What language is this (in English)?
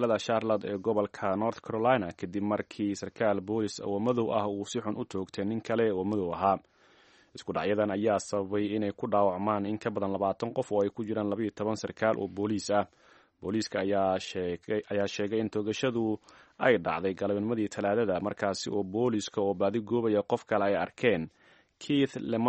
Somali